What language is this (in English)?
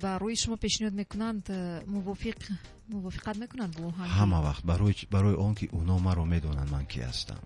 Tajik